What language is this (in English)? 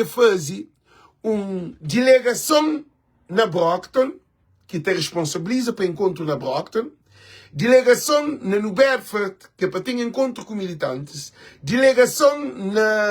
Kabuverdianu